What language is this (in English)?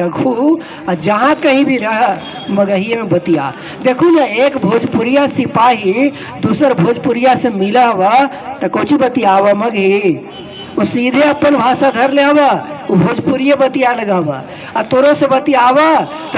Magahi